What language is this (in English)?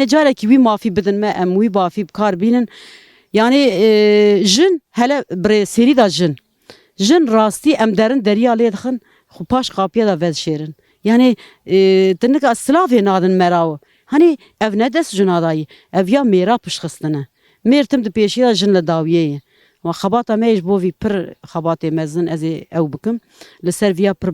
Kurdish